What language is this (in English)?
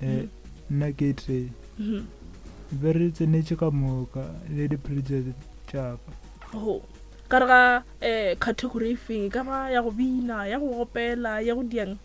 Northern Sotho